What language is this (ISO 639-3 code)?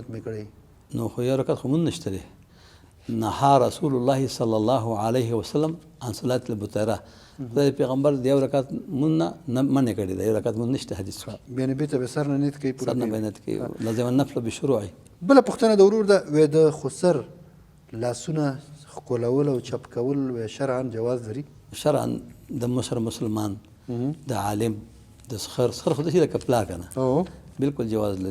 pus